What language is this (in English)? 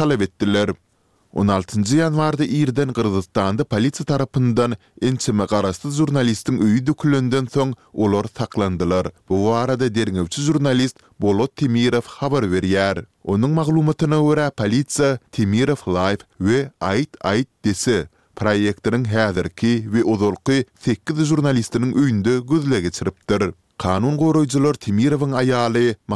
Turkmen